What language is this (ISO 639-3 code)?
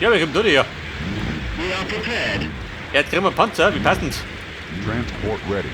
bar